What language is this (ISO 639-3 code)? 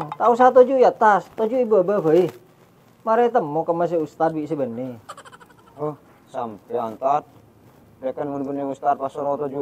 mad